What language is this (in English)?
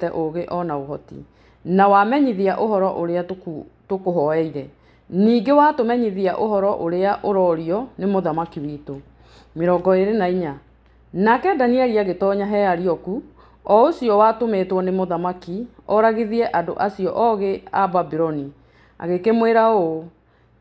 Kikuyu